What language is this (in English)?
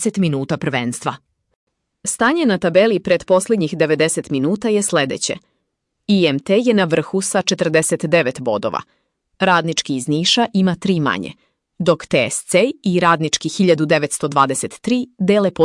Serbian